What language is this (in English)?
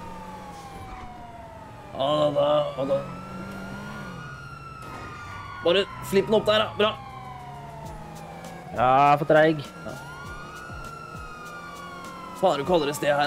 Norwegian